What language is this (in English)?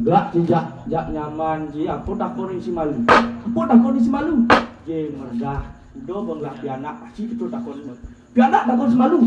Balinese